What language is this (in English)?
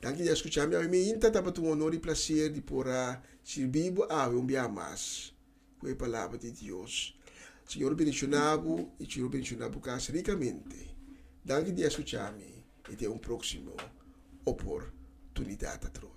Papiamento